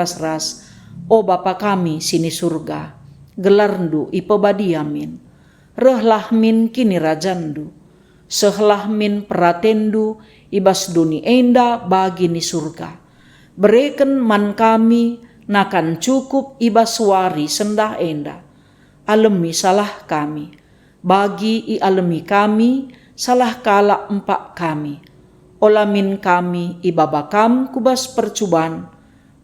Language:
Batak Karo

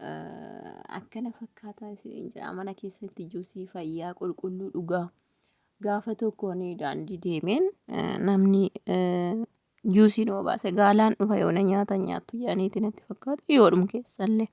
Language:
Oromo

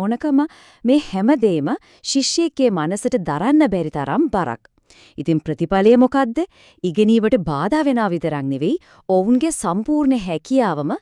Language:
Sinhala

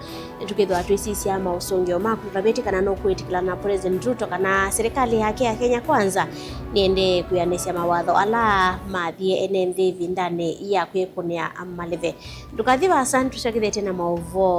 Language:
Kamba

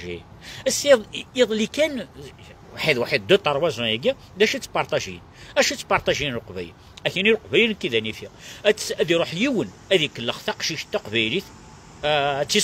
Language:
Kabyle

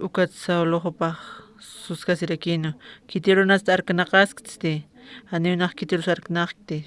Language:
Aymara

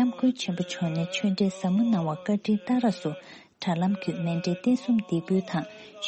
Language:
Tibetan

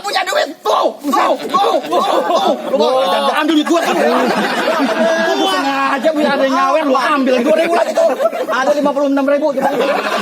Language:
Betawi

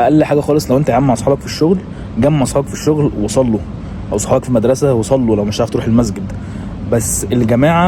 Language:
Egyptian Arabic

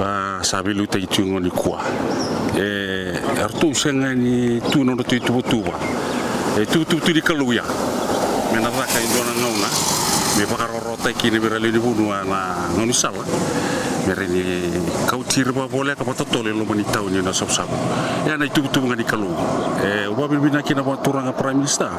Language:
Fijian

